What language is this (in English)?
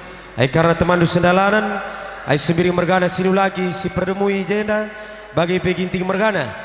Batak Karo